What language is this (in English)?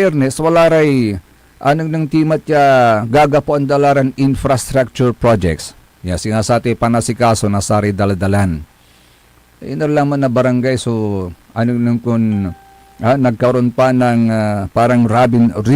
Pangasinan